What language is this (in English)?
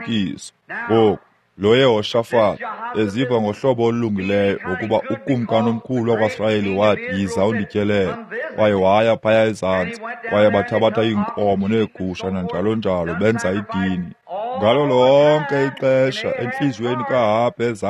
Xhosa